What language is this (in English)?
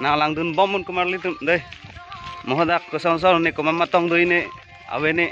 Karbi